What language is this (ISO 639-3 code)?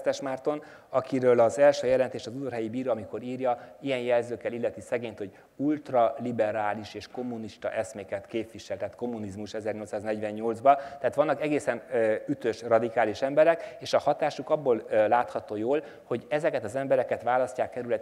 hun